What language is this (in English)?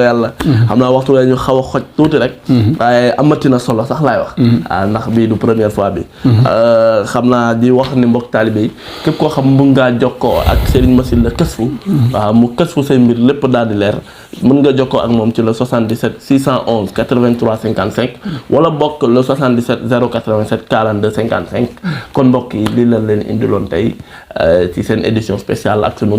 Wolof